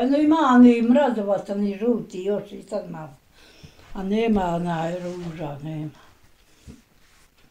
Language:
Bosnian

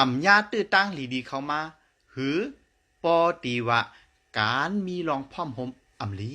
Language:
Shan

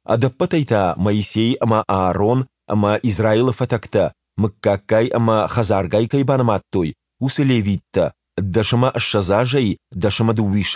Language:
Ossetic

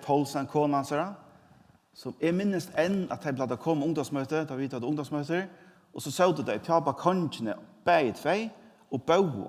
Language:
Faroese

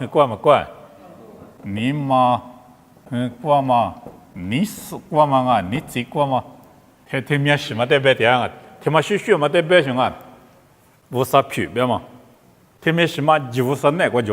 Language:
Lisu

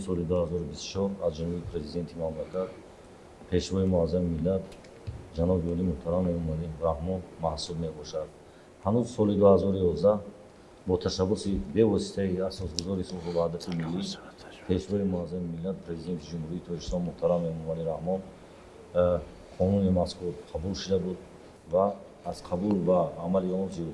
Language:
Tajik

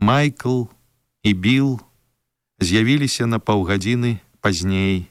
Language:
Belarusian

